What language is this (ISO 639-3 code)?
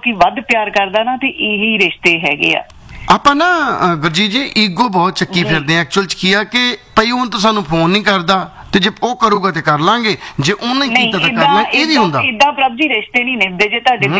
pan